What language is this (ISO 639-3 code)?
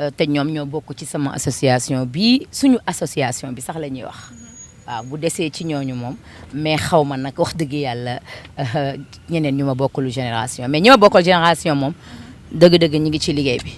wol